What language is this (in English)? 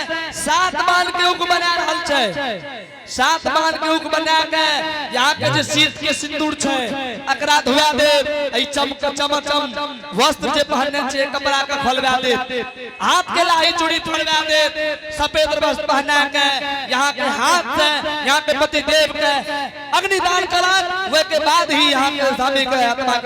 Angika